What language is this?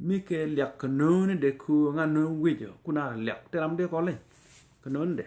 Nuer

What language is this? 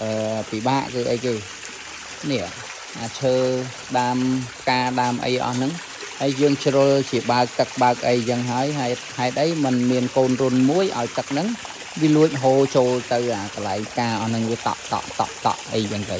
Khmer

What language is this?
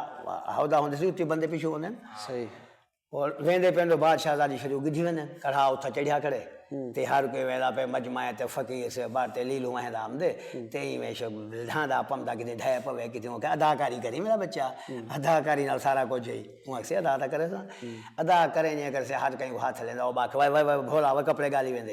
Saraiki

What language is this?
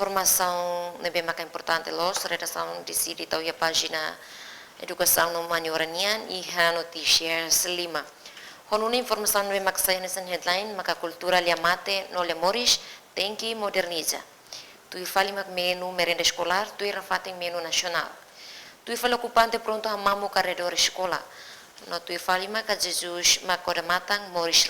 Tetum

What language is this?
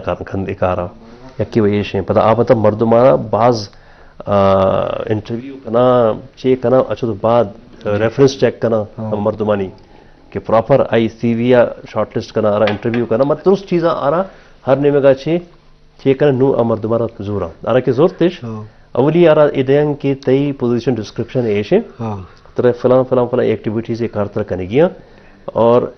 Baluchi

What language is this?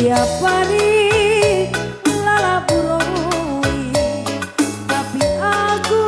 Batak Karo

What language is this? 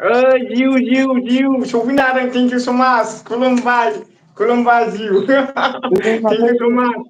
Bodo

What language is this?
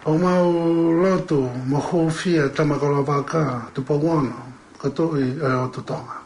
Tongan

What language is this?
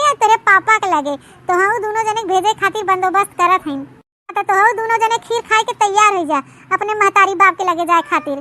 Awadhi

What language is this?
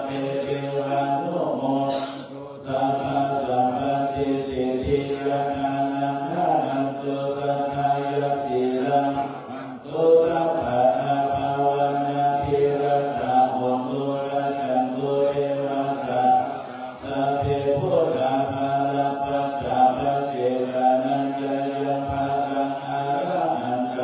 Pali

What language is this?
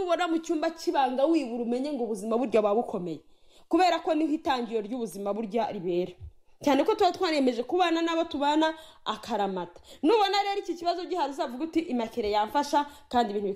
Kinyarwanda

